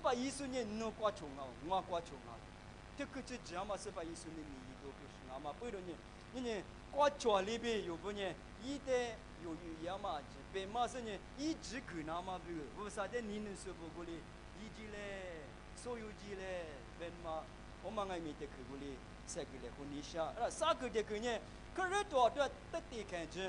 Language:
Lisu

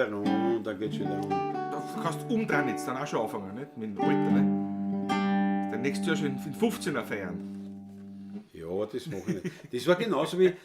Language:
Bavarian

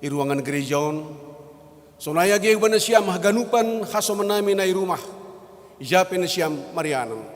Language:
Batak Simalungun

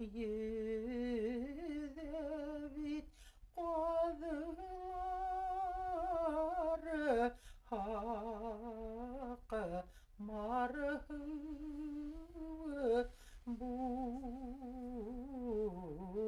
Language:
Bashkir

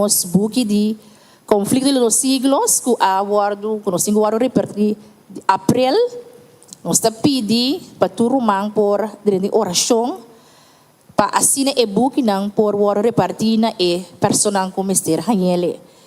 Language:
Papiamento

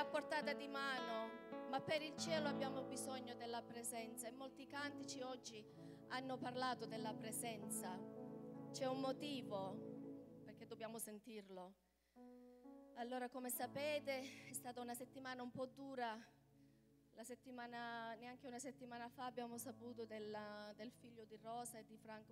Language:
Italian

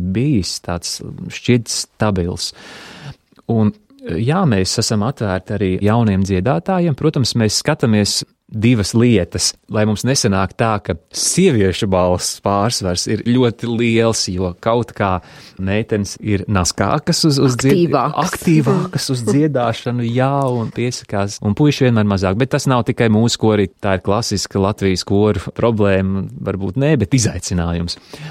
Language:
Latvian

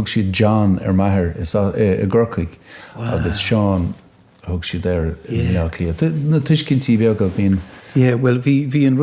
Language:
Irish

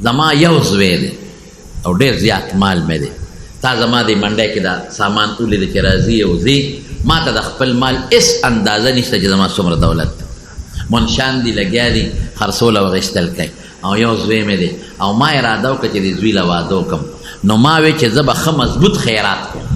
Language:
Pashto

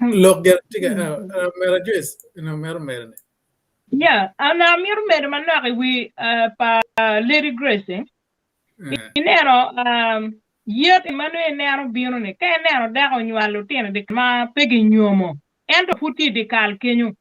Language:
Acoli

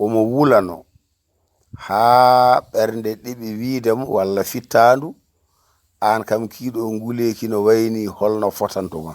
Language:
Fula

